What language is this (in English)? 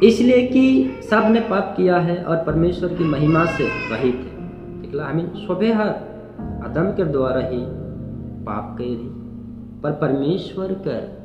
Sadri